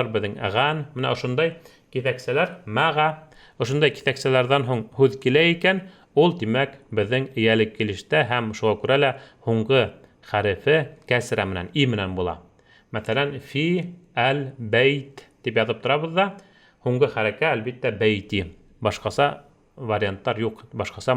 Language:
Bashkir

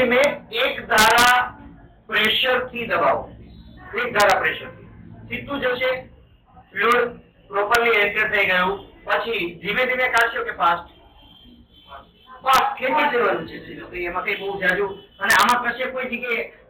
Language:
Gujarati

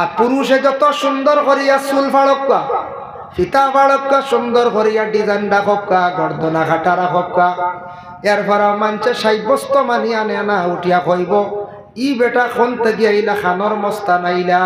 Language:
Sylheti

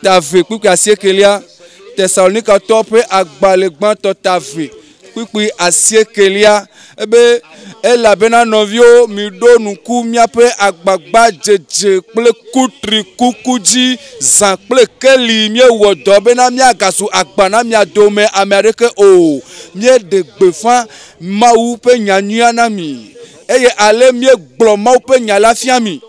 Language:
Ewe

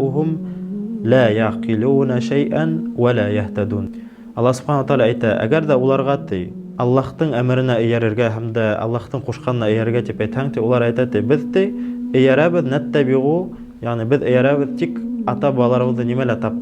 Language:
Bashkir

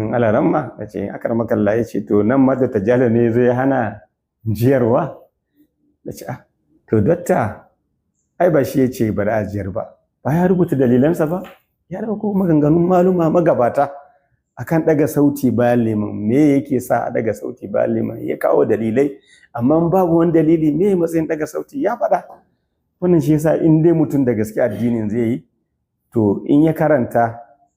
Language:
Hausa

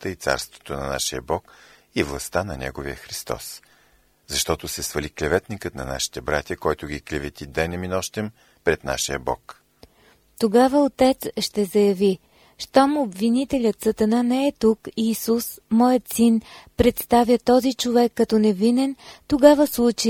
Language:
Bulgarian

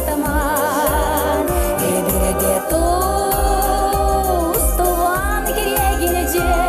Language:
Chuvash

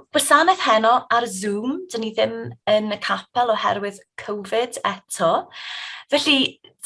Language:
Welsh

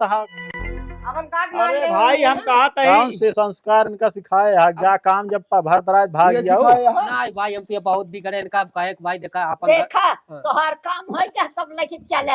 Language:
Awadhi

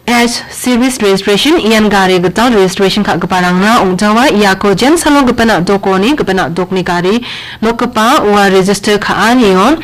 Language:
Garo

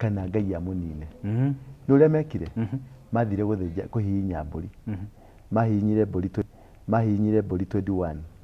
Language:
Kikuyu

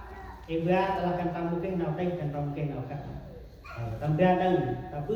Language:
Central Mnong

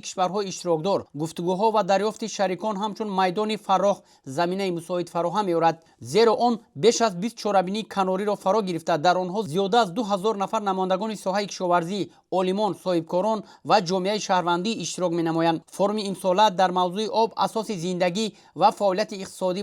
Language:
Tajik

